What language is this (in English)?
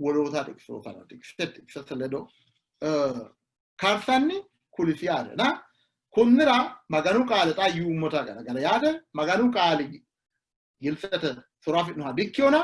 Sidamo